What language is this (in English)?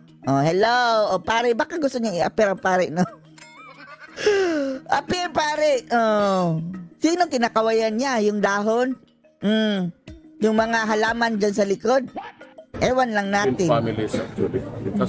Filipino